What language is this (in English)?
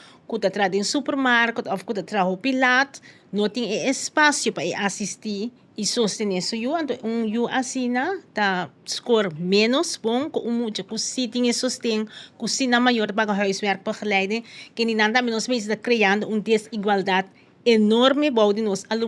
Papiamento